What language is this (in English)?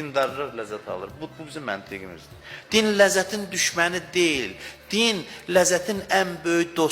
Azerbaijani